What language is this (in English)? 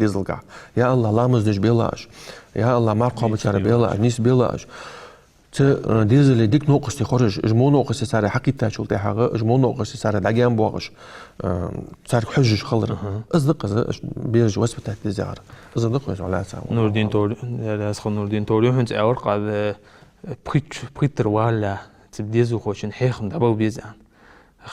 Ingush